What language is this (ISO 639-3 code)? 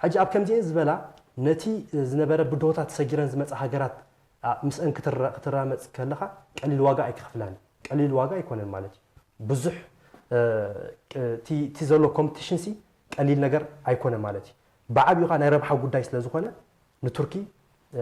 tir